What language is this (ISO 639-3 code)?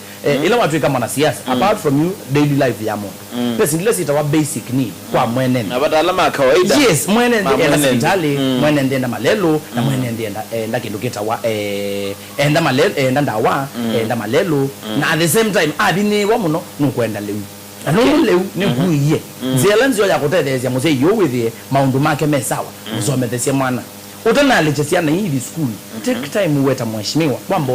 kam